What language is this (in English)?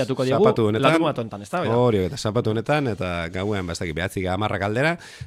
Basque